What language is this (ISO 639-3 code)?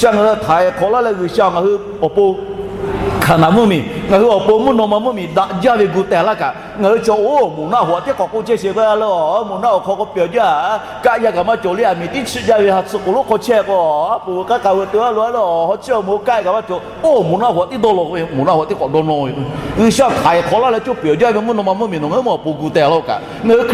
lhu